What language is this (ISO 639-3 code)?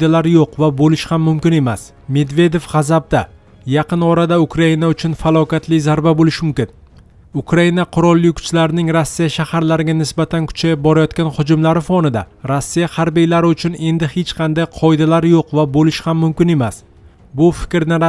uzb